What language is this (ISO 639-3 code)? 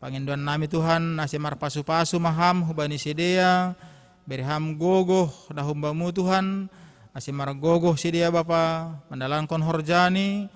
bts